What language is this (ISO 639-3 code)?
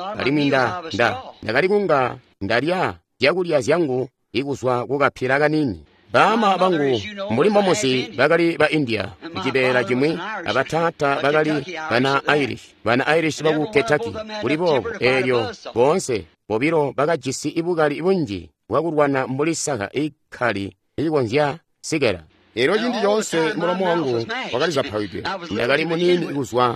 toi